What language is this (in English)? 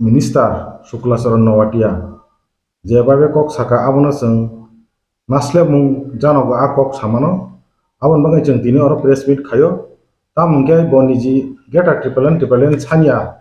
Kok Borok